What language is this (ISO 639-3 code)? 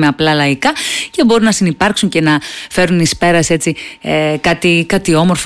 ell